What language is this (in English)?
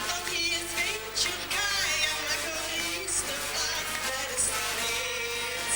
Limburgish